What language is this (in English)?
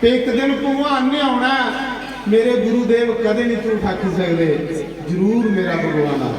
Dogri